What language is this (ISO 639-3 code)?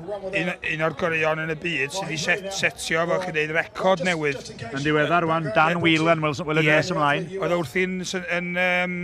cym